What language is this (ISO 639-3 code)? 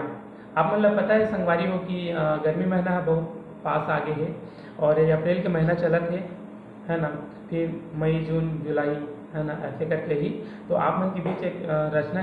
hne